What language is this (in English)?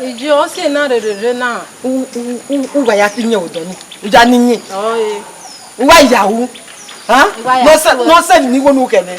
Bini